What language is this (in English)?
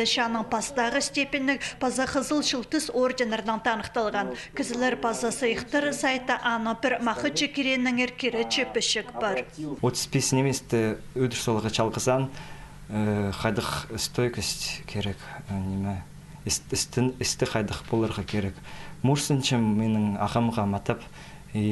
Khakas